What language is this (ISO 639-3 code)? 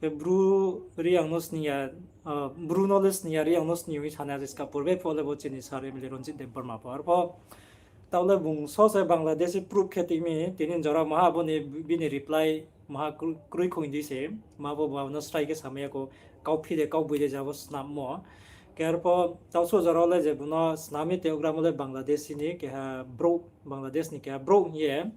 ria